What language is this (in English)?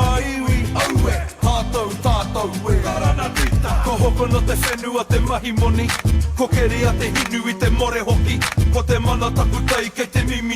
Māori